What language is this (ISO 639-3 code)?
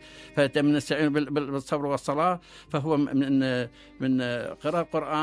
acm